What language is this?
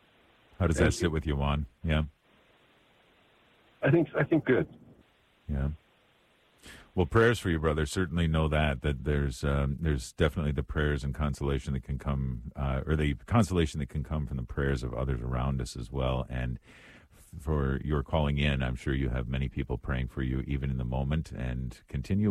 English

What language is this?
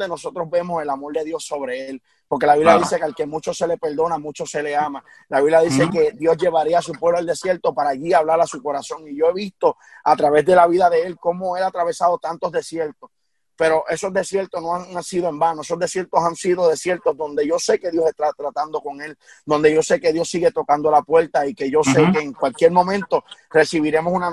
Spanish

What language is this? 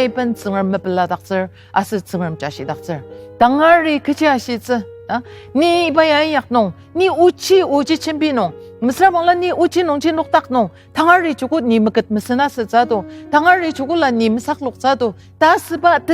Ao Naga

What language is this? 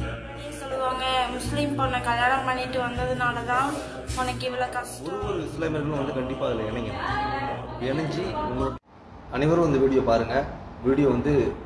Tamil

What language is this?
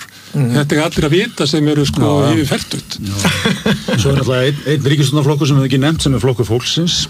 Icelandic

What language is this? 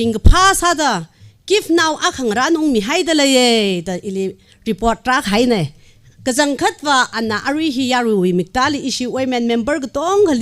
Tangkhul Naga (India)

